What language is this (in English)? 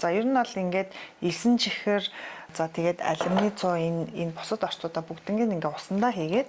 Mongolian